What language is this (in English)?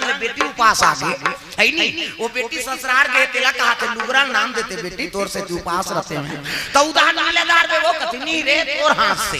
Chhattisgarhi